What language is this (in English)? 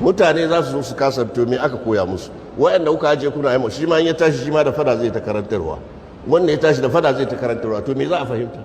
Hausa